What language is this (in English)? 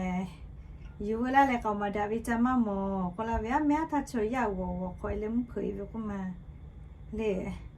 Lahu